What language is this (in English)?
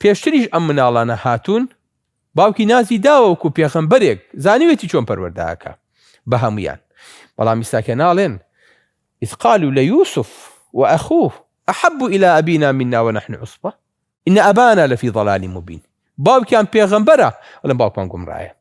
Central Kurdish